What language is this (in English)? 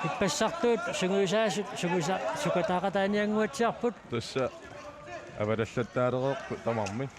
Kalaallisut